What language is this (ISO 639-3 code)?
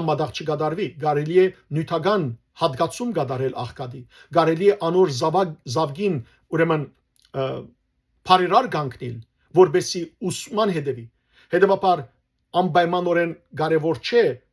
hyw